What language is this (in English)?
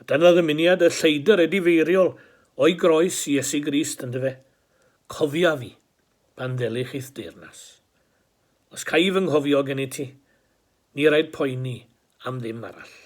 Welsh